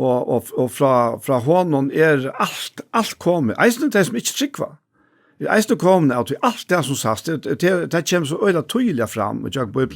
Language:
Faroese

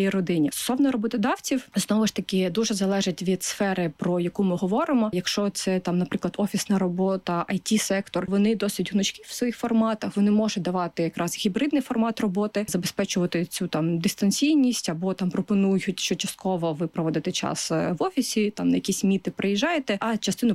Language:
Ukrainian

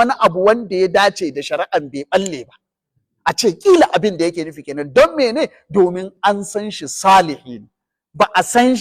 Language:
Hausa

